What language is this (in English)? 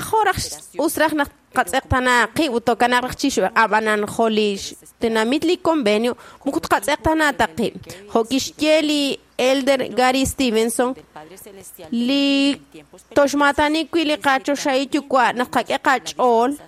Kekchí